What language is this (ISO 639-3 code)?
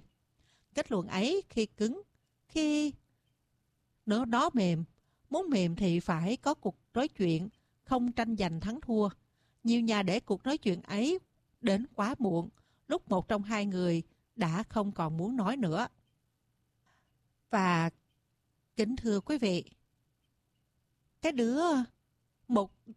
vie